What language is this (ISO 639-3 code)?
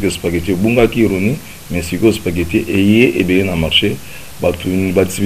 lin